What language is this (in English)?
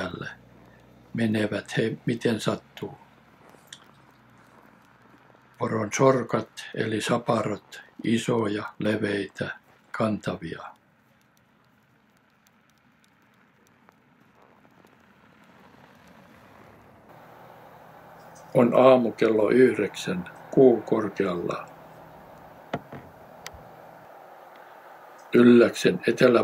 Finnish